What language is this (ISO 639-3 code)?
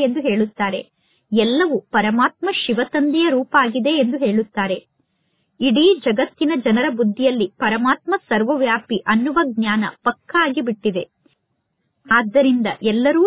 kan